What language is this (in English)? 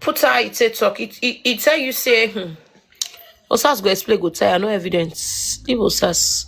Nigerian Pidgin